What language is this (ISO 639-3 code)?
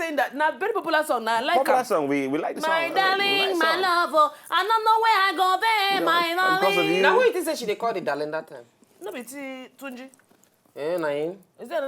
pcm